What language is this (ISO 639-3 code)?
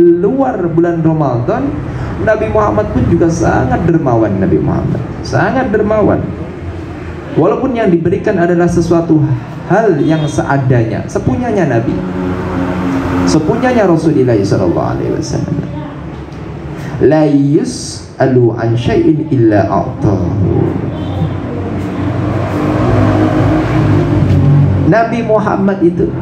ind